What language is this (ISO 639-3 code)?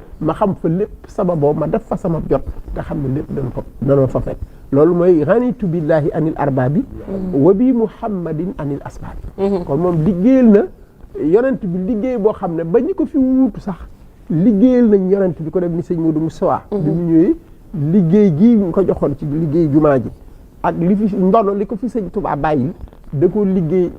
wol